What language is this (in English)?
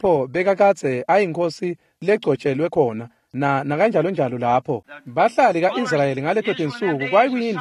Swati